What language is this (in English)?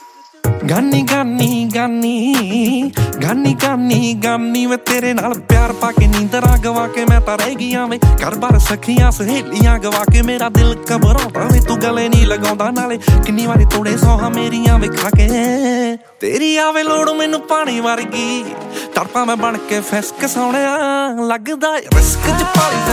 Punjabi